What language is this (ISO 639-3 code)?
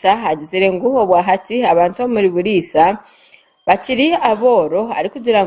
nyn